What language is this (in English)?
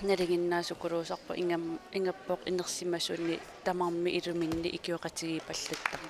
Kalaallisut